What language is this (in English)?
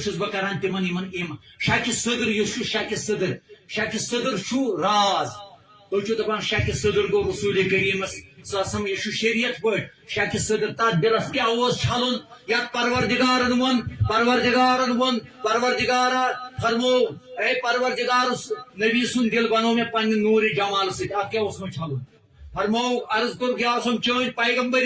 Kashmiri